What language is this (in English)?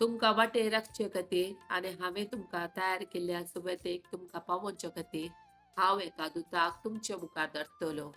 Konkani